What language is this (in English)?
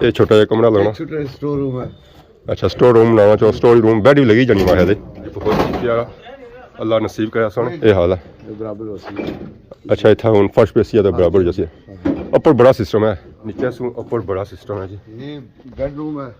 Pahari-Potwari